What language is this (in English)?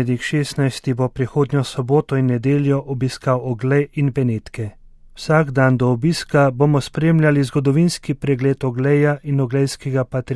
Slovenian